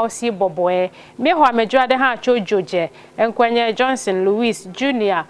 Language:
Ewe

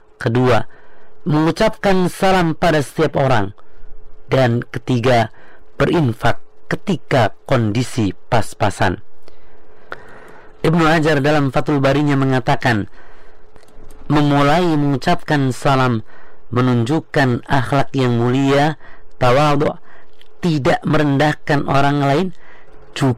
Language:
Indonesian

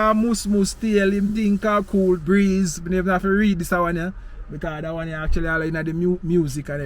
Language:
Jamaican Creole English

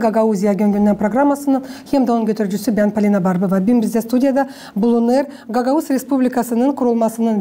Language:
Gagauz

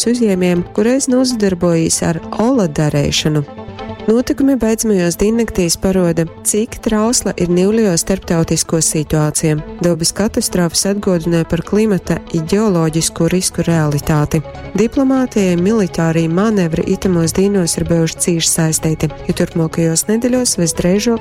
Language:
Latgalian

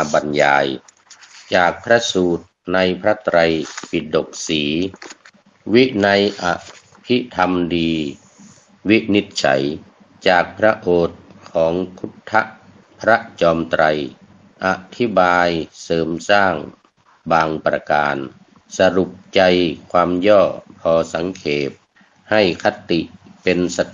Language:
Thai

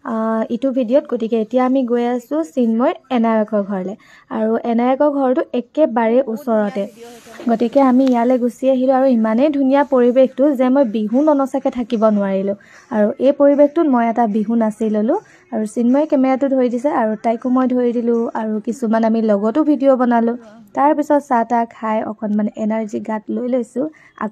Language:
Assamese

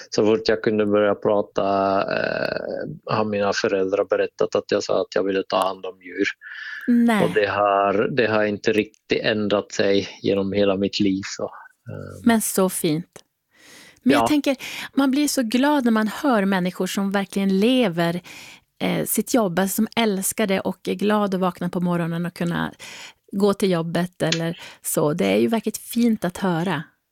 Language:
Swedish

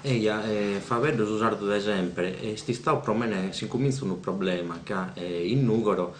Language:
Sardinian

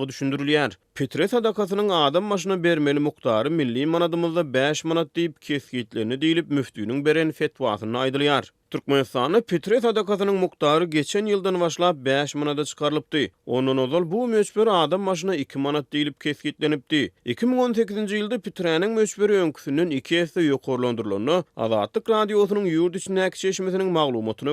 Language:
Turkmen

